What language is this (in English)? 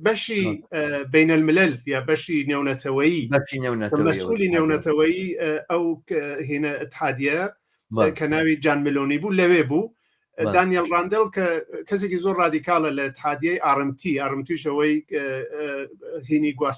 Central Kurdish